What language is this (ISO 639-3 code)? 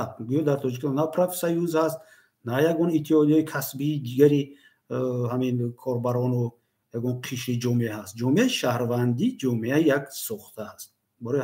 tgk